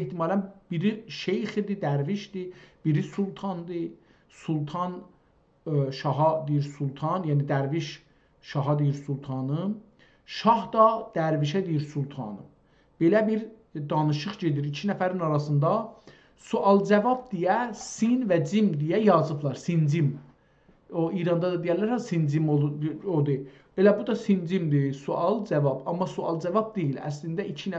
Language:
South Azerbaijani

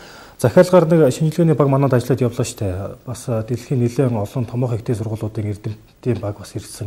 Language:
Mongolian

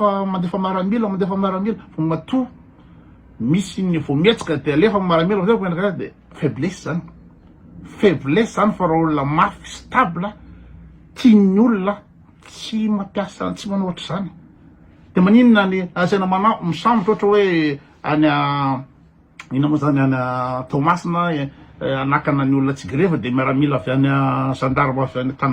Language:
Malagasy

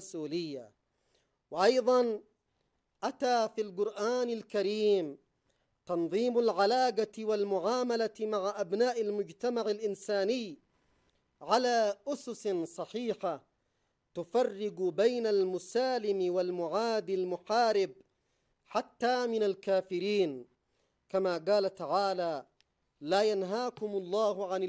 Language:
Arabic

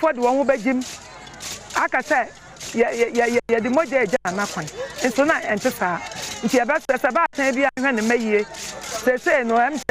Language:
Akan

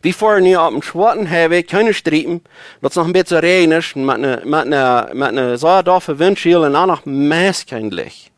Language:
Plautdietsch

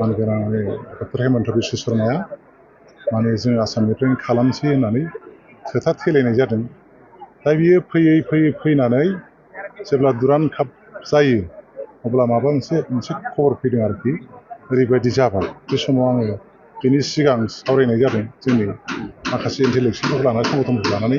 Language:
Bodo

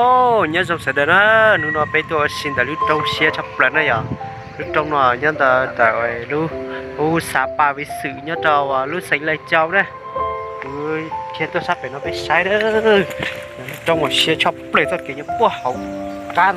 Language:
Hmong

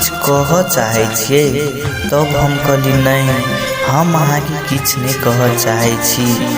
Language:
Maithili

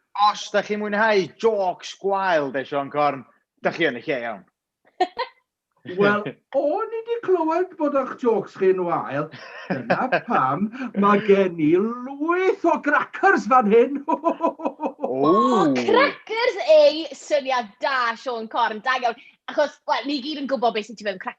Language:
Welsh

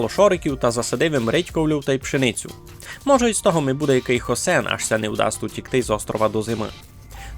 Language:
Rusyn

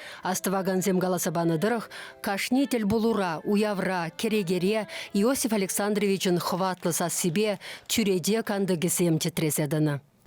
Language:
Chuvash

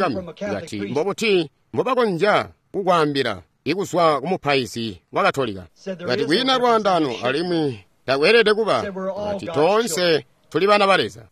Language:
Tonga (Zambia)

